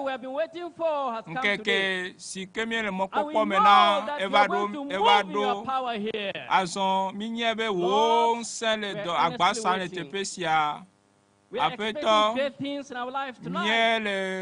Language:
Ewe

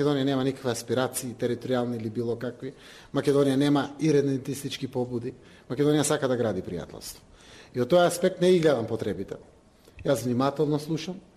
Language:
Macedonian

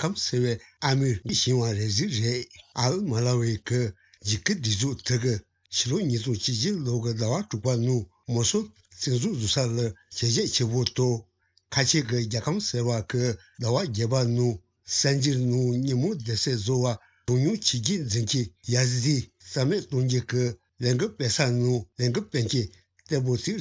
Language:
Tibetan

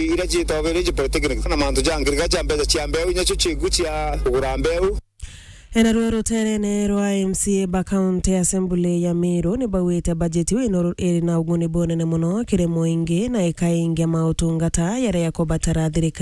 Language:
Meru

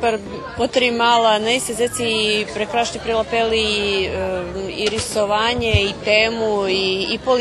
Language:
Rusyn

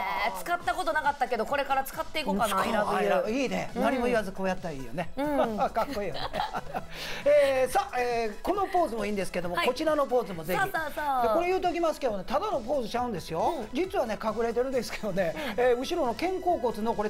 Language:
Japanese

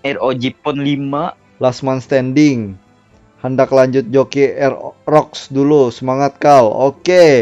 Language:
Banjar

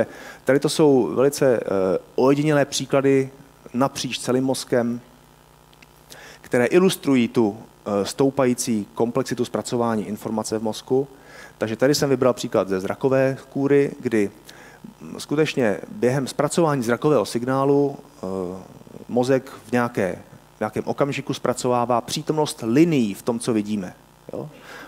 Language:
Czech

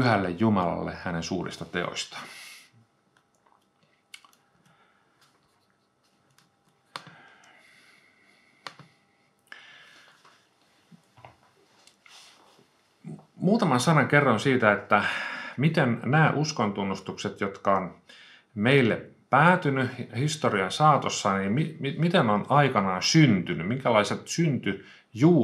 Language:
Finnish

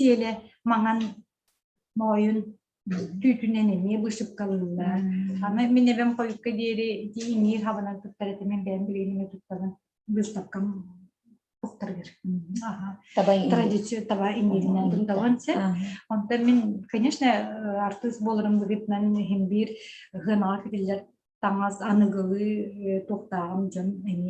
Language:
Yakut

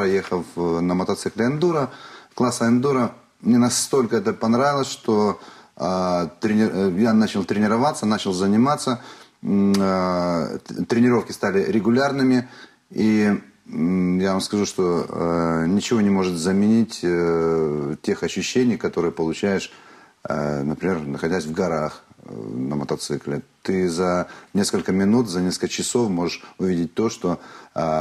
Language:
Russian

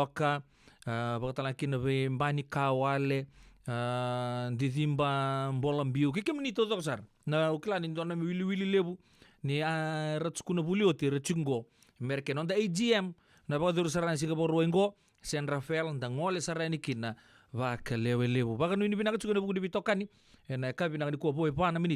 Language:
Fijian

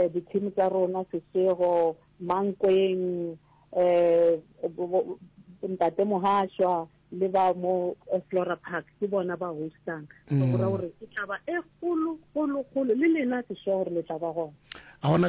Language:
Northern Sotho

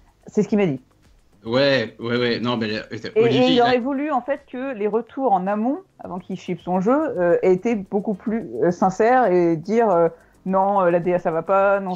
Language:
French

